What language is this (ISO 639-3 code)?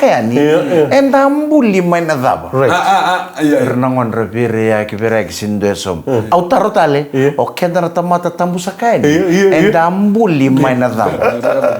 fij